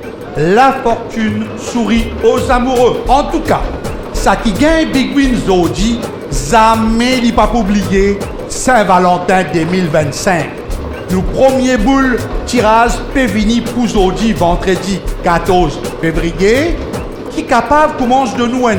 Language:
Morisyen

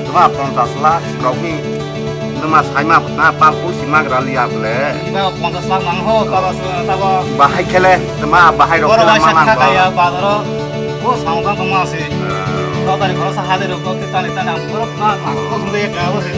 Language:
Kok Borok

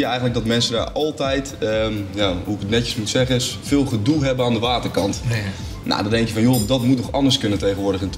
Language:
Dutch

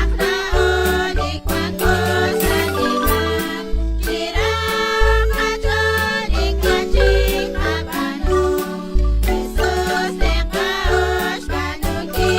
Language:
Kekchí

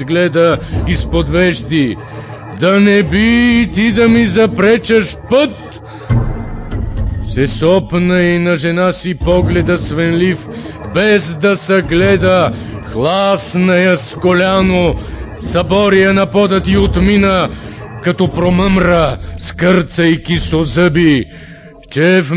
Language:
Bulgarian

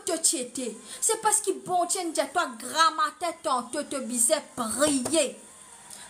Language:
Morisyen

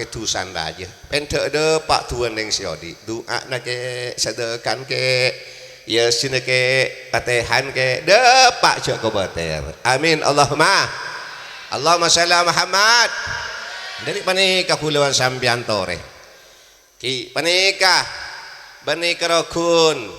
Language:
Madurese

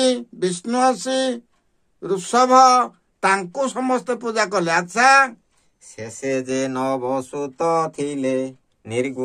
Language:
Odia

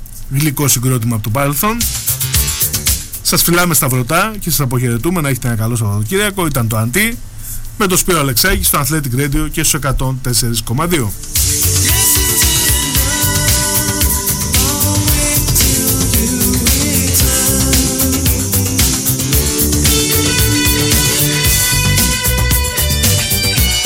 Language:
Greek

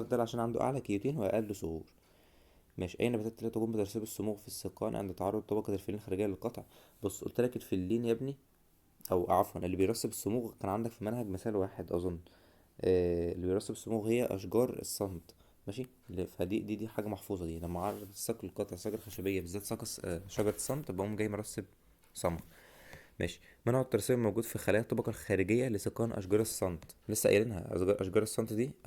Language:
Egyptian Arabic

